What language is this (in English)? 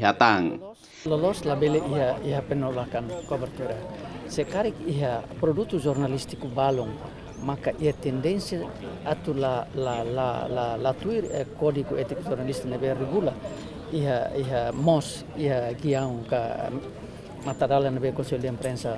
Tetum